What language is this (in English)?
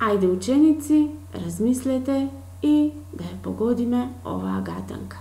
Macedonian